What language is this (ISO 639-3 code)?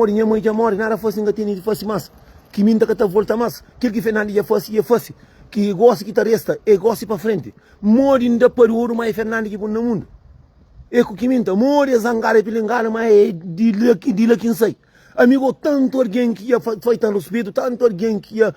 kea